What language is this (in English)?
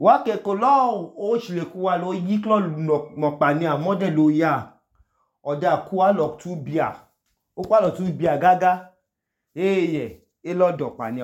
Idoma